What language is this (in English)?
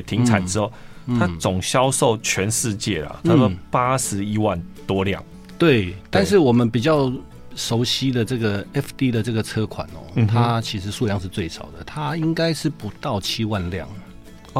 Chinese